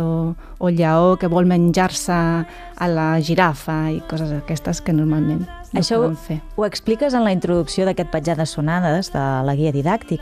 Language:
Catalan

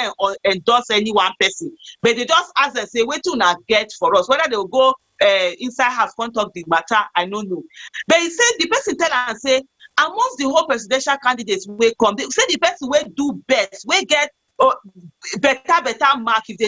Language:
Nigerian Pidgin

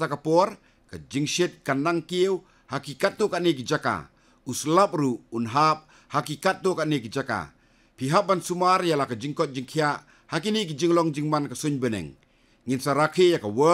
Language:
Khasi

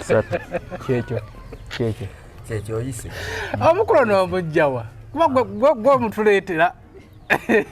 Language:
Ganda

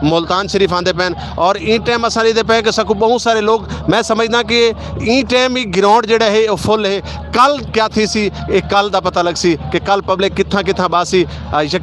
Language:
Saraiki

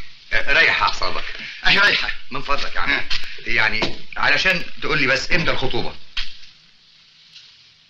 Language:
Egyptian Arabic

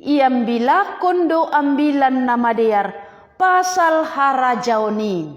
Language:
Batak Simalungun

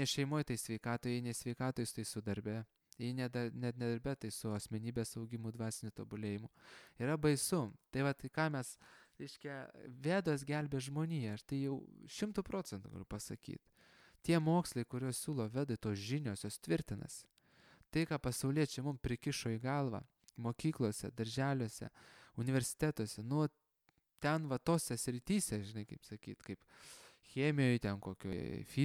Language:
Lithuanian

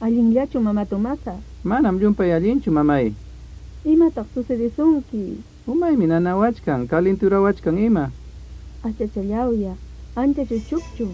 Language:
Ayacucho Quechua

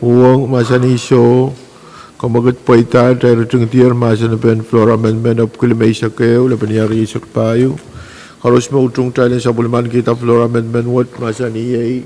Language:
Pohnpeian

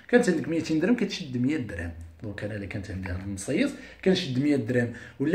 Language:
Moroccan Arabic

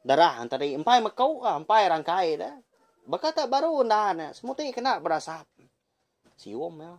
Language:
Iban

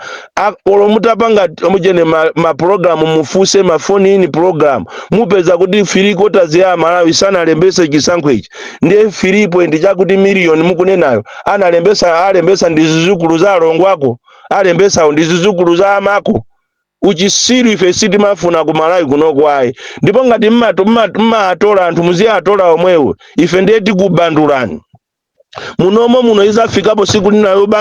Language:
Nyanja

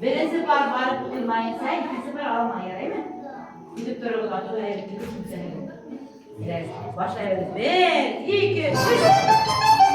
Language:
Bashkir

